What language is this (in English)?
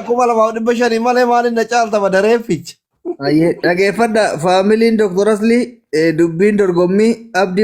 Oromo